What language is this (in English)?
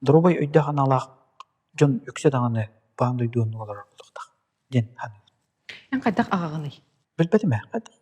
Yakut